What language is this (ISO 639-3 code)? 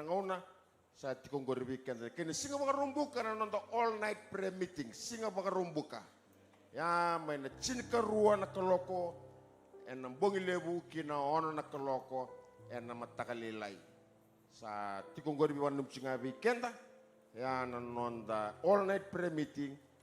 fij